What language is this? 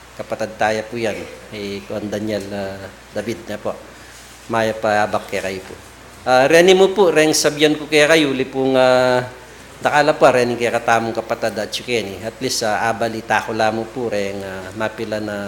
Pampanga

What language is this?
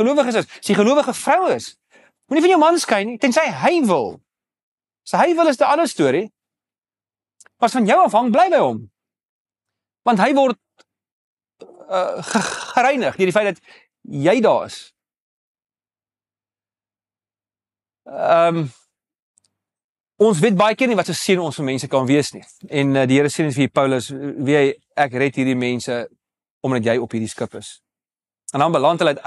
Afrikaans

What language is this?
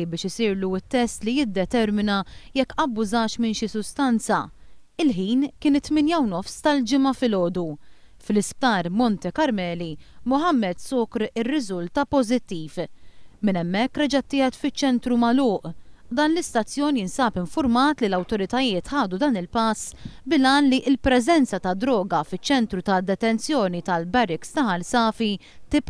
Maltese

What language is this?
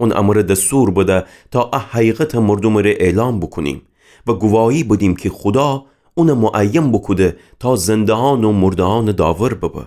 Gilaki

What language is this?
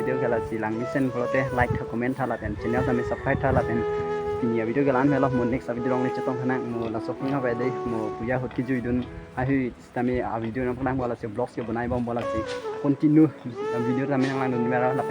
Karbi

